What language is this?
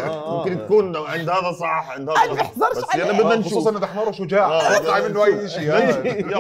South Levantine Arabic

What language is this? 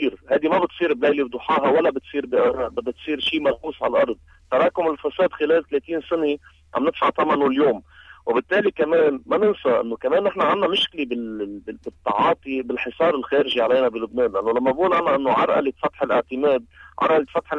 North Levantine Arabic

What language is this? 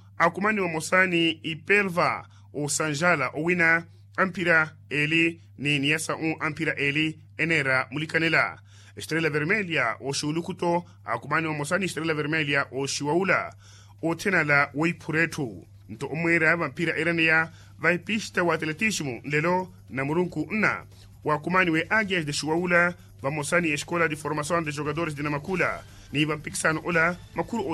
Makhuwa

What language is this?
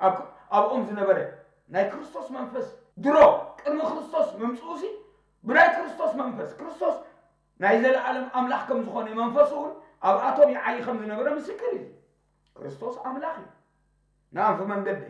Tigrinya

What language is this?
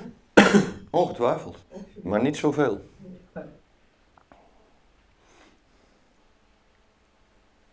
Dutch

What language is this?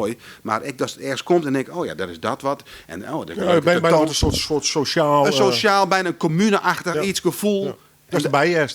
Western Frisian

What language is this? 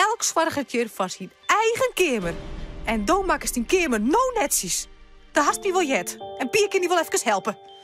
Western Frisian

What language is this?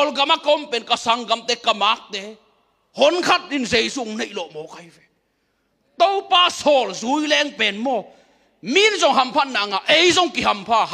Tedim Chin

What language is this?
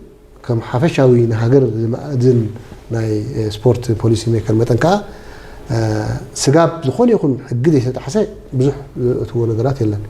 Tigrinya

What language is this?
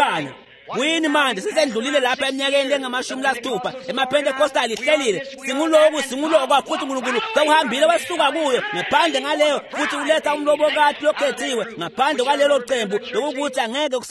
Swati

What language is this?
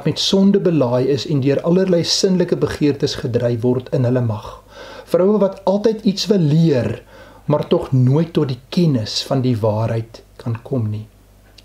Afrikaans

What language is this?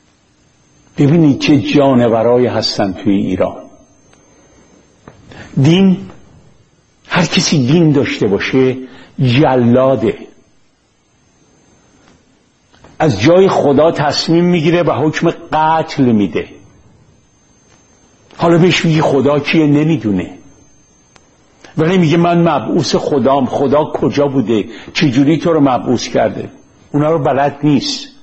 Persian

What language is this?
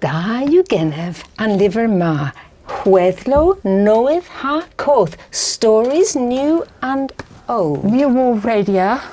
Cornish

